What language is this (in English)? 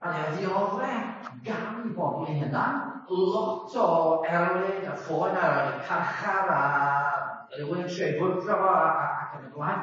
Welsh